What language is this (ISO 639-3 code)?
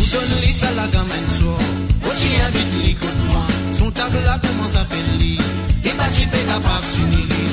mfe